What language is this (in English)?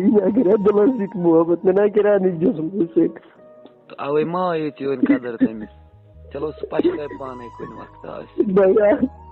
Kashmiri